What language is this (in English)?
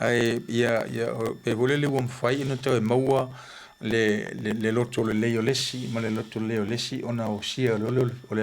Samoan